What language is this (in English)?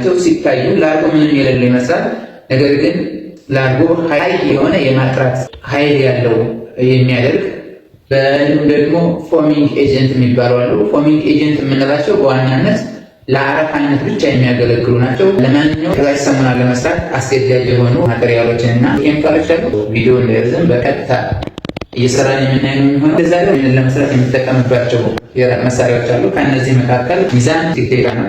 Amharic